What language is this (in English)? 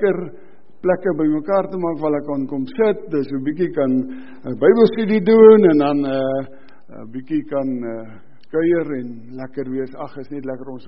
Afrikaans